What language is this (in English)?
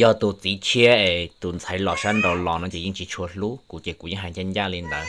Hmong